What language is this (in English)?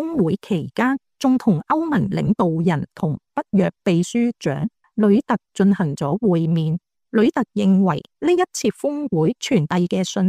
Cantonese